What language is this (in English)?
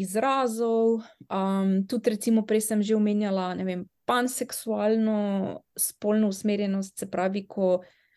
Slovenian